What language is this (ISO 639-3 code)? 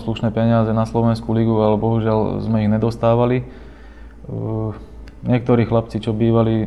slk